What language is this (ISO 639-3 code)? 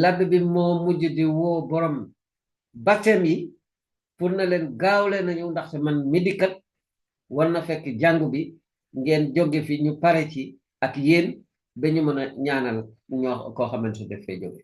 wol